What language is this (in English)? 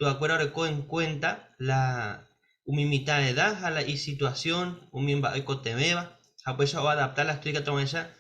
Guarani